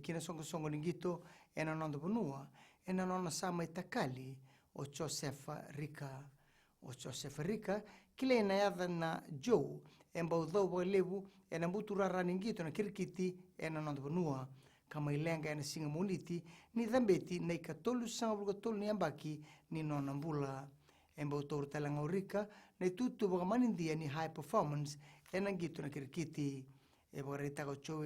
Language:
Fijian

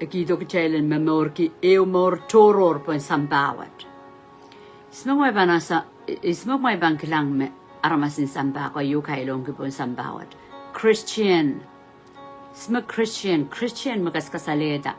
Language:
Pohnpeian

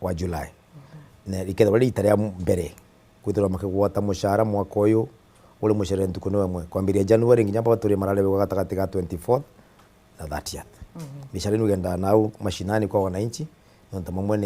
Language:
Meru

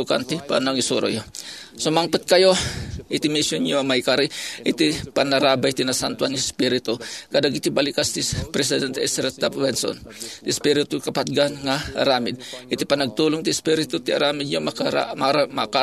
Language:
Iloko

